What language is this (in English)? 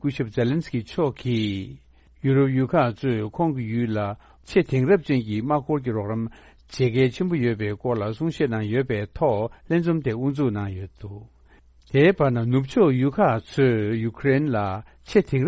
Tibetan